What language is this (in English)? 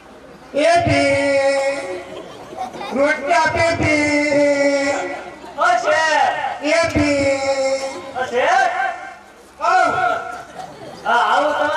Gujarati